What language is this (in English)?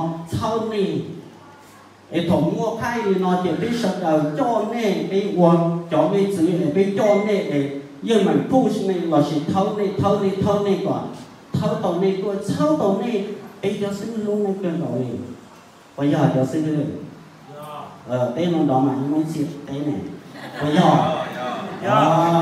Vietnamese